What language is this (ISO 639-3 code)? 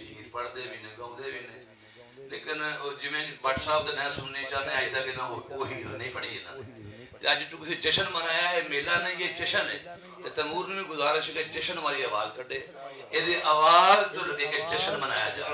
lah